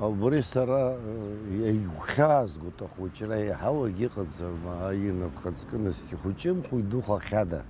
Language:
Abkhazian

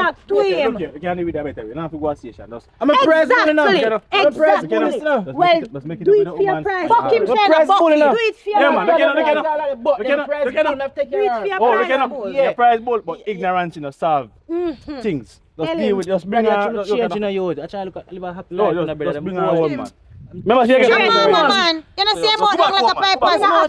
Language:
Jamaican Creole English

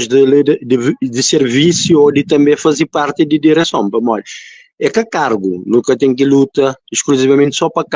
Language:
Kabuverdianu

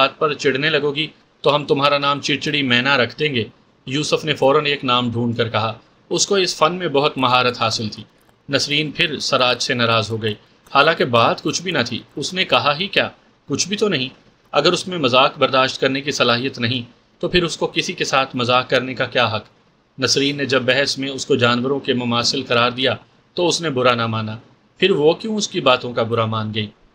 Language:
Urdu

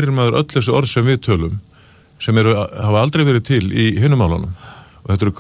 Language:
Icelandic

